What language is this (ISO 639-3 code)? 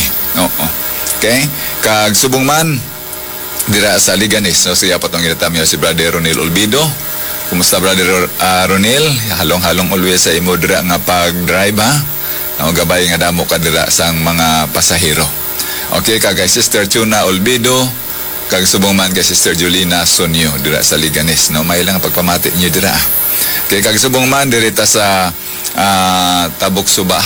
hil